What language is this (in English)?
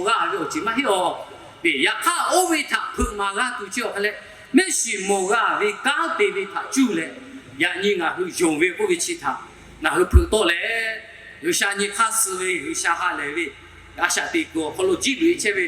Lahu